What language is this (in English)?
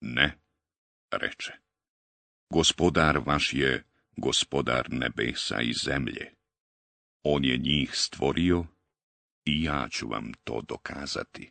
Bosnian